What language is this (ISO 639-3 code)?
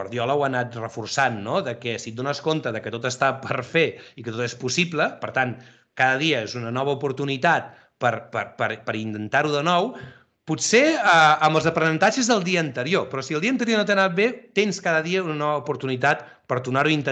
cat